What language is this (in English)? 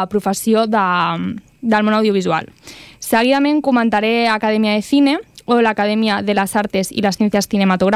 Catalan